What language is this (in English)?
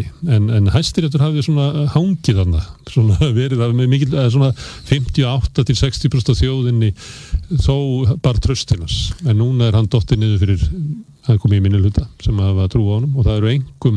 Icelandic